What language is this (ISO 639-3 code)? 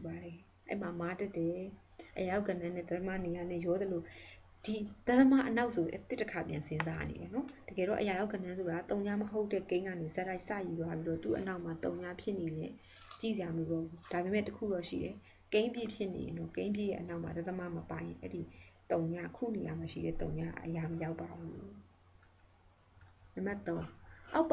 mya